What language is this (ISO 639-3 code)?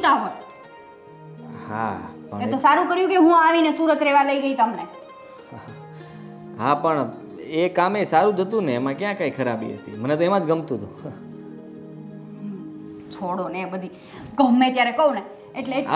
guj